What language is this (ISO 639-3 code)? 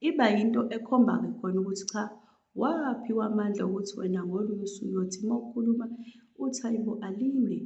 zul